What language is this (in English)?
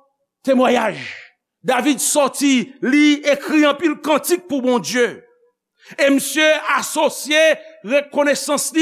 Haitian Creole